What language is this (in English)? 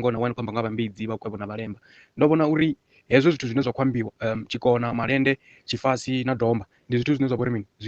Venda